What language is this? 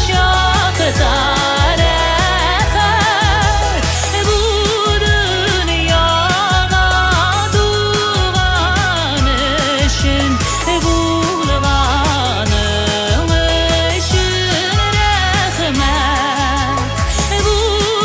Bashkir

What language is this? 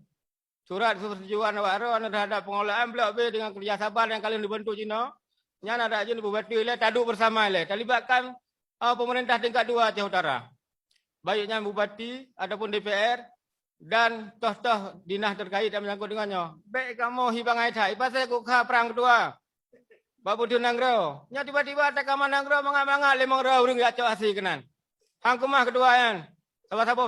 Achinese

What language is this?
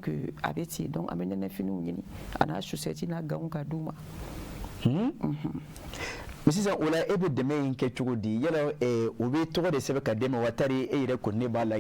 Bambara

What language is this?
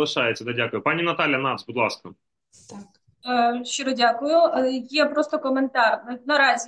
Ukrainian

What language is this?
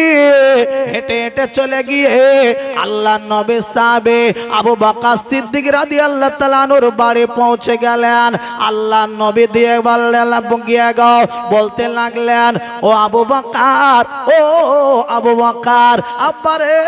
Bangla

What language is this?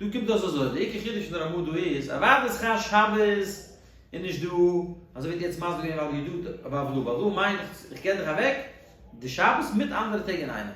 Yiddish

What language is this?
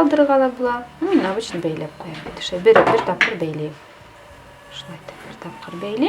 Bashkir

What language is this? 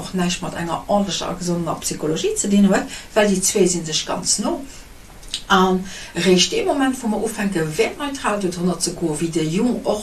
Luxembourgish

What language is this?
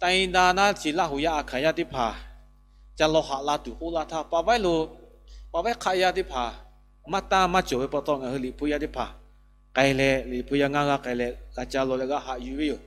Lahu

